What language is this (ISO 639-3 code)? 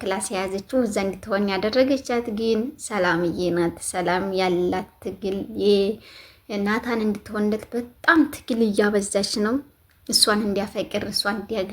amh